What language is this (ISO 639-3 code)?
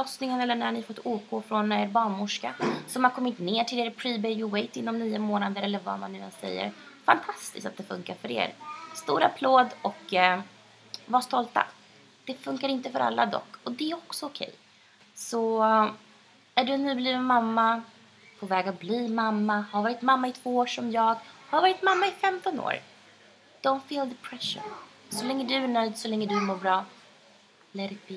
swe